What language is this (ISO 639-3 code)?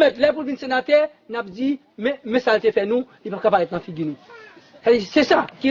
hat